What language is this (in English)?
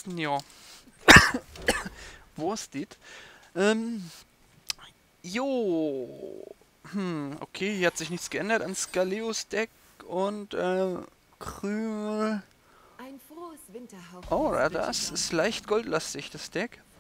German